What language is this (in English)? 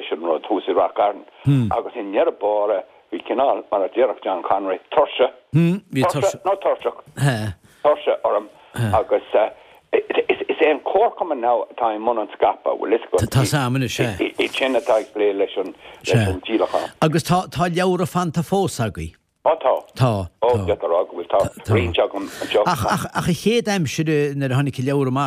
Irish